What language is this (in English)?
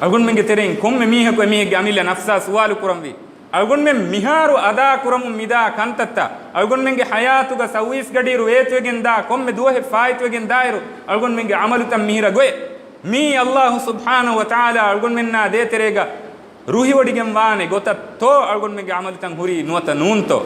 Divehi